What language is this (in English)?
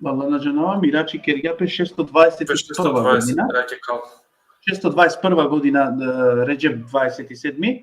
Balkan Romani